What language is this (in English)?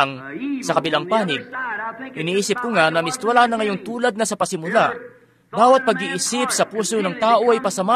Filipino